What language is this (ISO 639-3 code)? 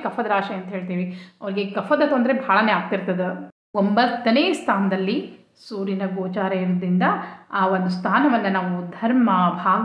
kan